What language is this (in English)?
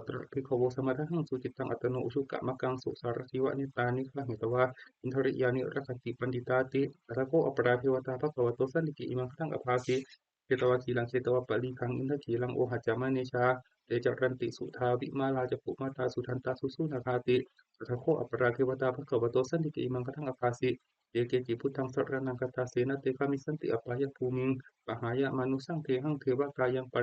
Pali